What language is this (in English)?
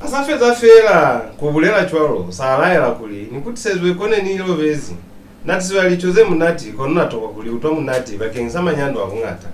Lozi